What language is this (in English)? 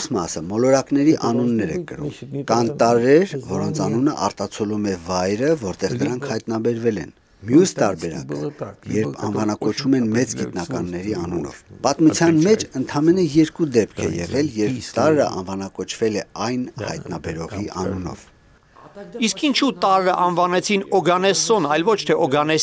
Armenian